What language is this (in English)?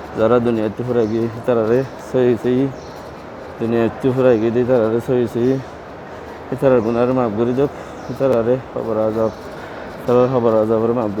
Rohingya